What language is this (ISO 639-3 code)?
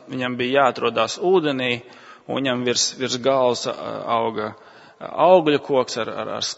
lav